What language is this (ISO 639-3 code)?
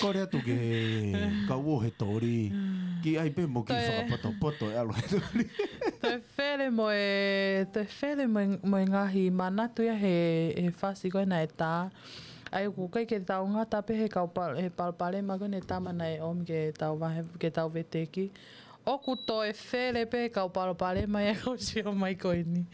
ton